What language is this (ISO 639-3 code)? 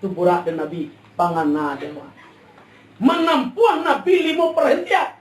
min